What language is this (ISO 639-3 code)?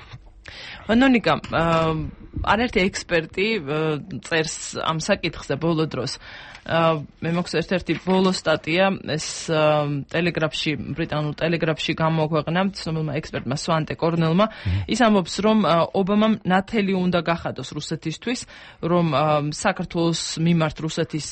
kat